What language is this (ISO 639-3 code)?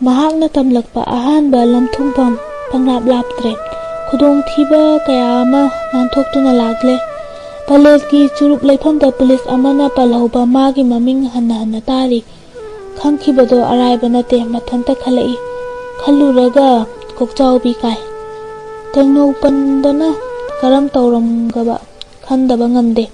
mni